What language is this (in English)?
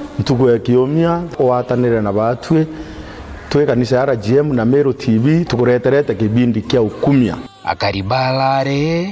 Meru